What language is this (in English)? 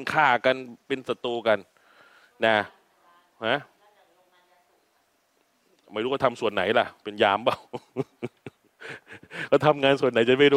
Thai